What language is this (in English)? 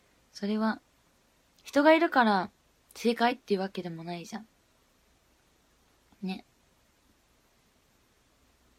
Japanese